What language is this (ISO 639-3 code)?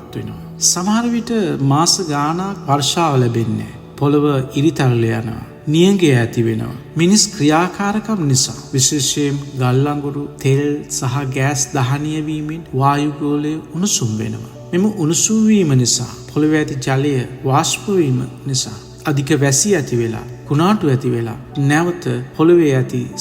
sin